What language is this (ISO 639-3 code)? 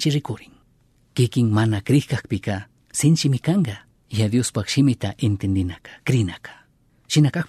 qug